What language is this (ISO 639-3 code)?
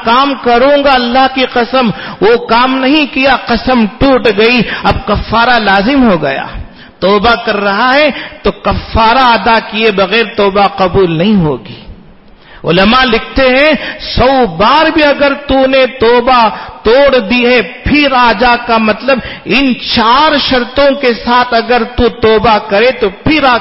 urd